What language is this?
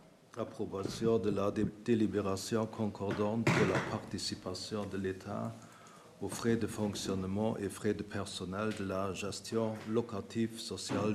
Luxembourgish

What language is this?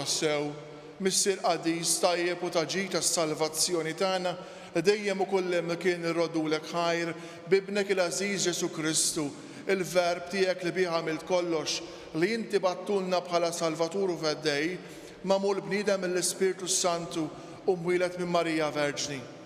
Maltese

